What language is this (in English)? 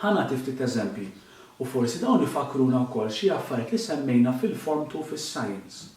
Maltese